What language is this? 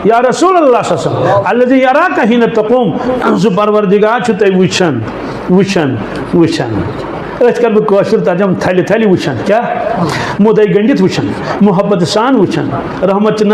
Kashmiri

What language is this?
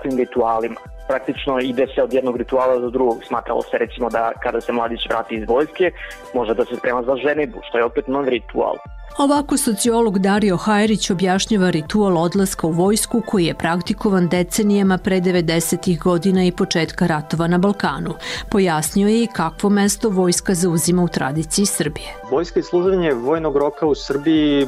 Serbian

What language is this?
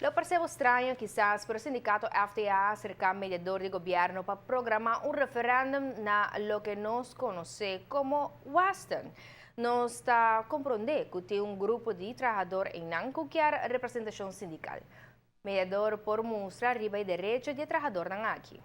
Papiamento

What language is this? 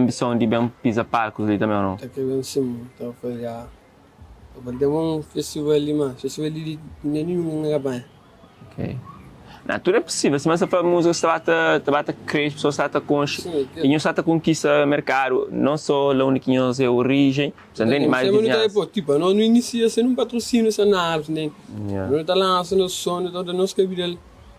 Kabuverdianu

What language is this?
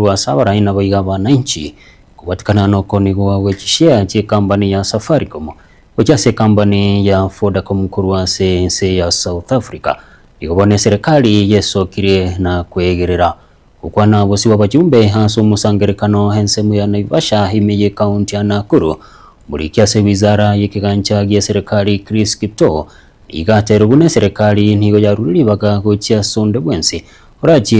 Gusii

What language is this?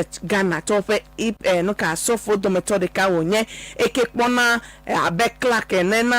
Ewe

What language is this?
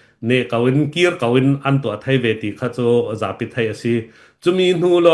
Falam Chin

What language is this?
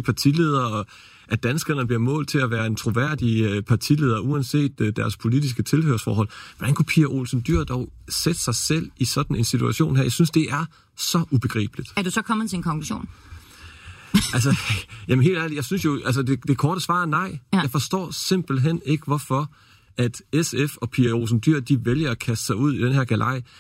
Danish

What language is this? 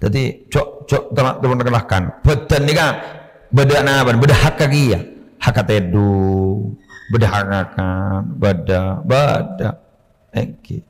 Madurese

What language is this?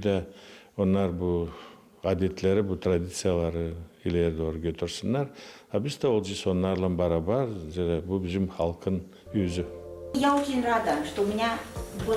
Gagauz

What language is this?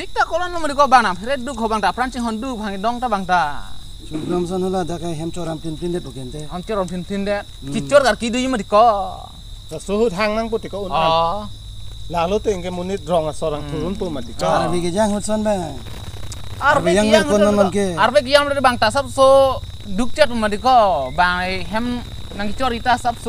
Karbi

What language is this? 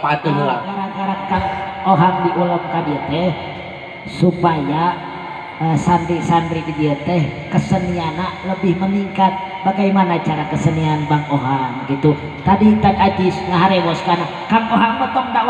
Sundanese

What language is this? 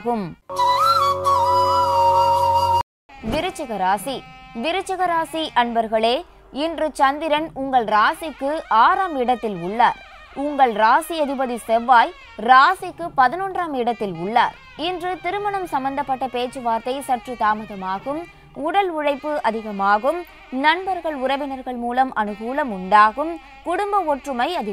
Tamil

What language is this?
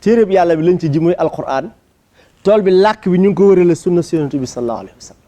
Wolof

